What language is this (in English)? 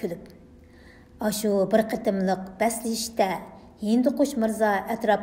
Uyghur